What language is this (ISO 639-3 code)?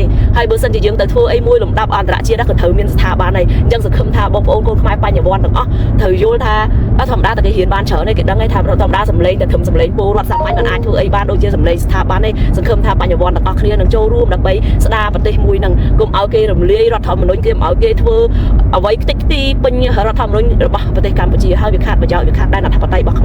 khm